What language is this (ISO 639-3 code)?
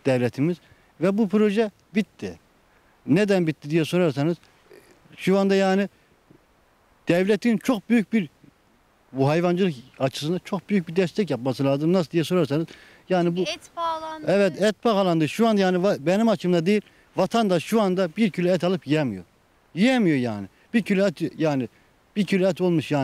tur